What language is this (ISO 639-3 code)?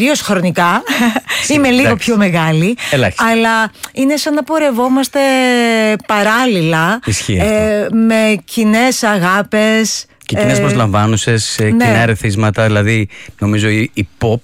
ell